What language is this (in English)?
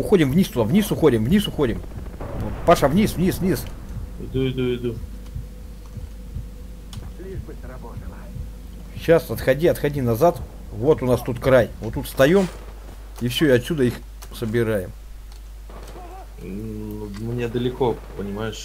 Russian